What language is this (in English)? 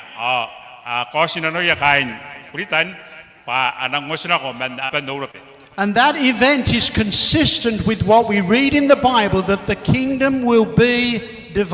Gilbertese